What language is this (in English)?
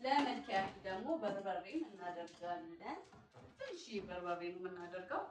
Amharic